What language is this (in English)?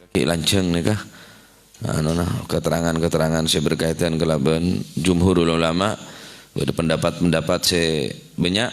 Madurese